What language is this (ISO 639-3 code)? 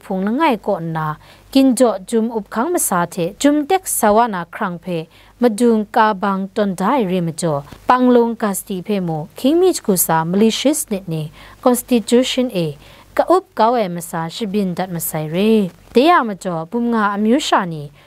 kac